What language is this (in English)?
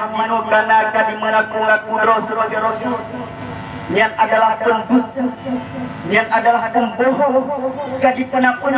Achinese